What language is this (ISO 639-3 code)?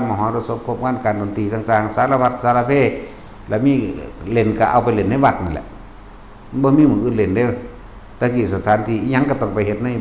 tts